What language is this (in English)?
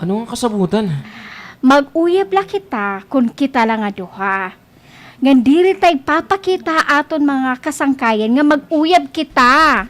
Waray